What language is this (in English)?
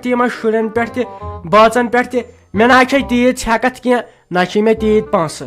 Kashmiri